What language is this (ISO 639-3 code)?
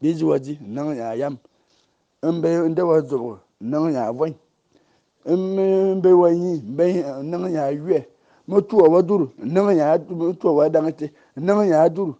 fan